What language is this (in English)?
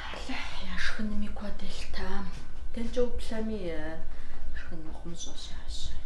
Kabardian